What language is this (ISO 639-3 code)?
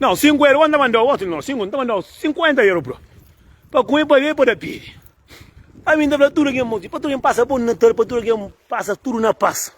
kea